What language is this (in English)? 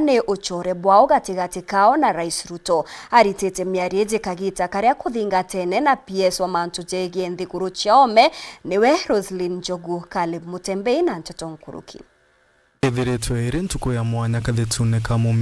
Meru